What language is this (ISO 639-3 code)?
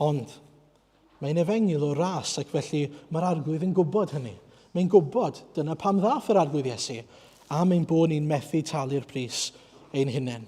cym